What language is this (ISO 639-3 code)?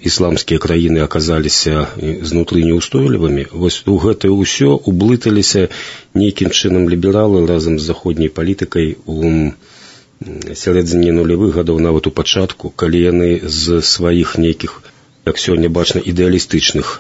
bel